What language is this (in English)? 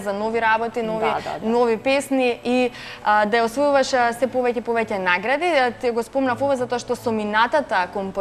Macedonian